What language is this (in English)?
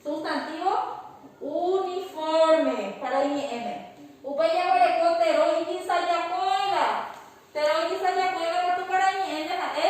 Guarani